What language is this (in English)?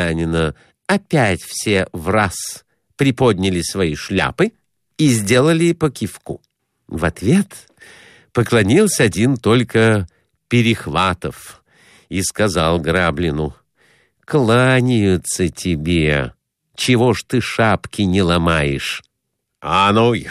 Russian